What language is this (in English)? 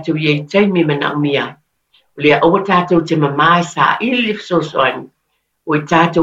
Samoan